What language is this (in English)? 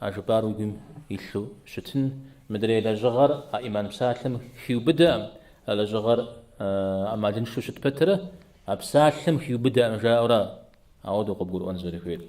Kabardian